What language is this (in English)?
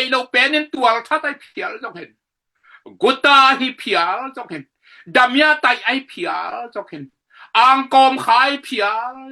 Tedim Chin